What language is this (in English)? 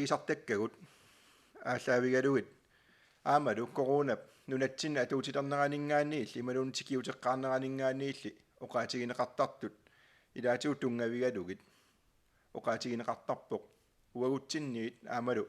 Kalaallisut